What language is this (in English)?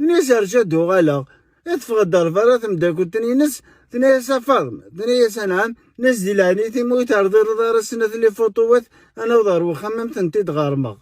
Kabyle